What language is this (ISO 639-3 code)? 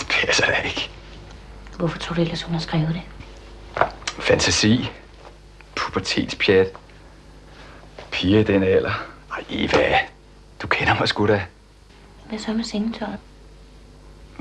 dan